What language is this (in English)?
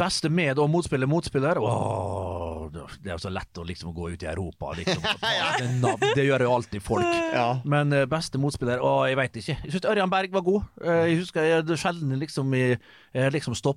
Norwegian